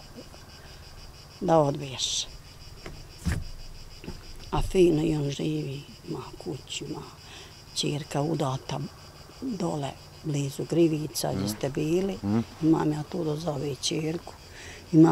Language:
Bosnian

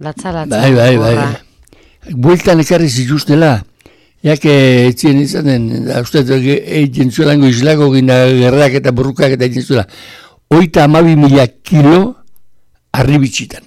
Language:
Basque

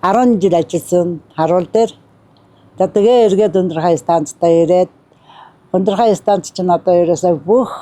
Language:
Mongolian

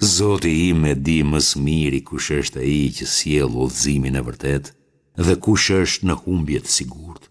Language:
Albanian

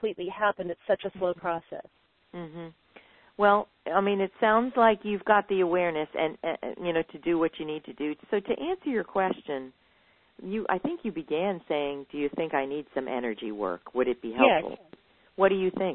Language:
English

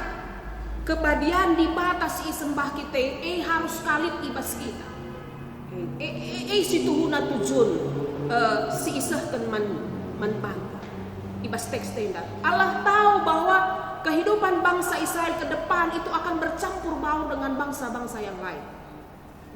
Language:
Batak Karo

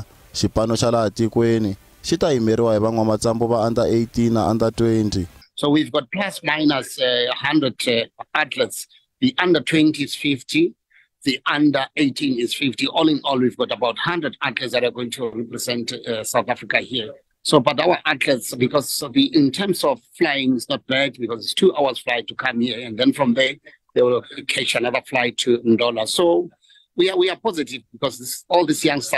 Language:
Tsonga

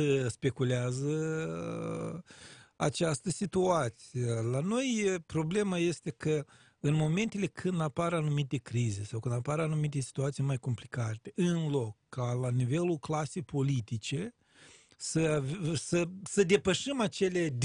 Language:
Romanian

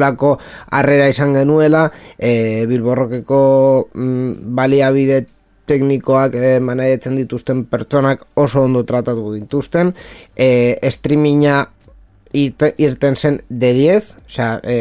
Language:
Basque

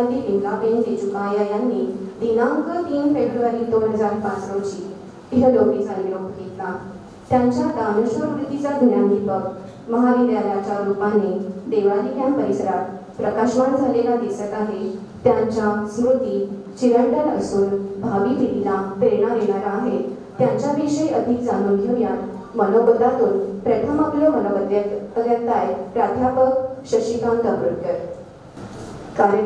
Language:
Marathi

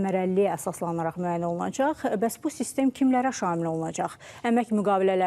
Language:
Azerbaijani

